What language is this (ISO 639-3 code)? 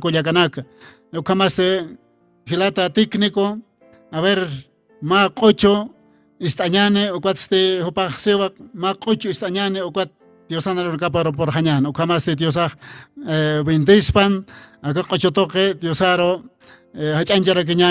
aym